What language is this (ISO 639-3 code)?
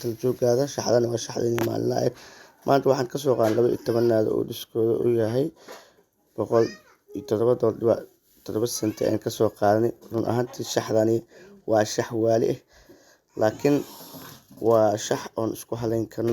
som